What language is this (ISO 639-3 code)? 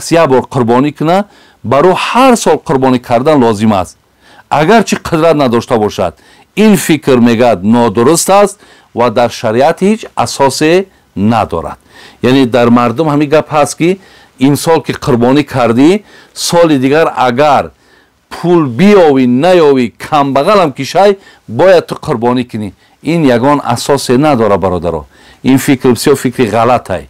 tgk